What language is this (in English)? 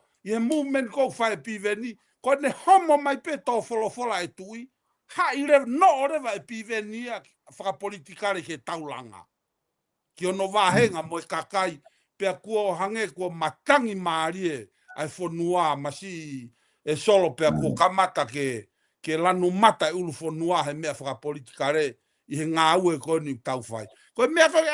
Tongan